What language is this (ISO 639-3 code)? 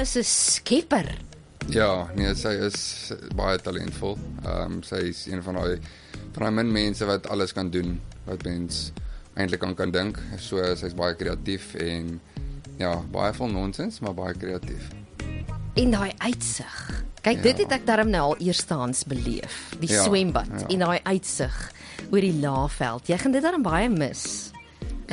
afr